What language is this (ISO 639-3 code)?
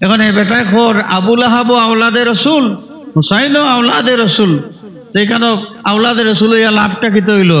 syl